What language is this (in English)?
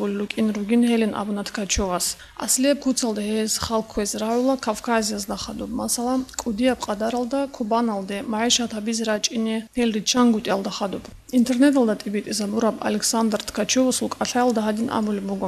Avaric